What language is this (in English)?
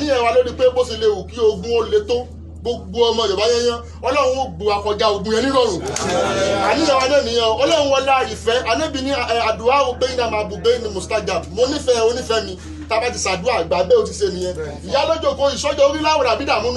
Yoruba